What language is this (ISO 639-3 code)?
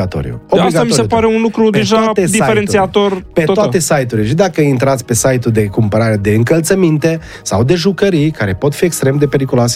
ron